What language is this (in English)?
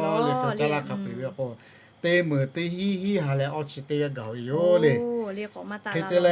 Lahu